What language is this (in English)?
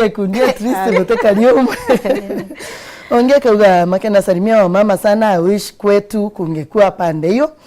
Meru